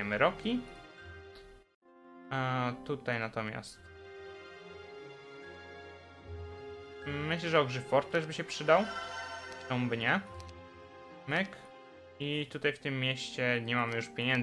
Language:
Polish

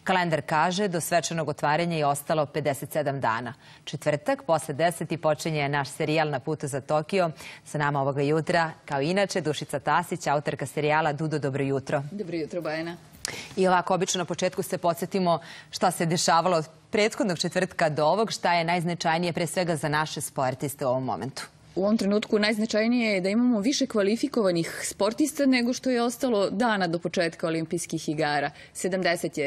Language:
Serbian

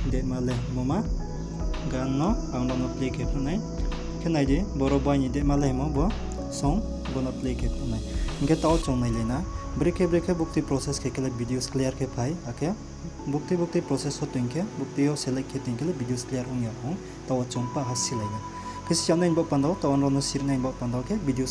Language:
Riang (India)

